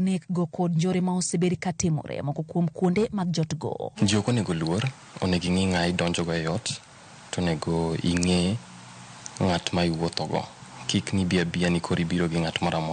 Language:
Luo (Kenya and Tanzania)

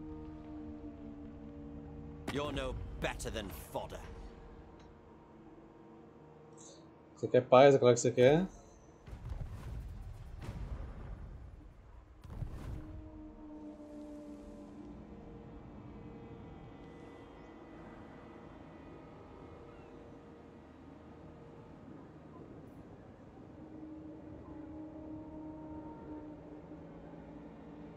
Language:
Portuguese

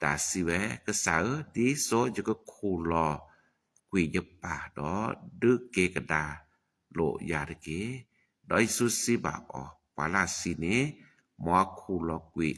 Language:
S'gaw Karen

